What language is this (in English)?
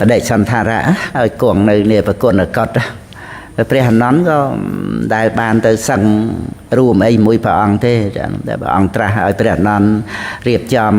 Khmer